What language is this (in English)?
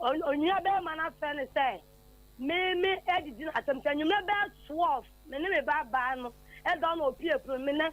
Akan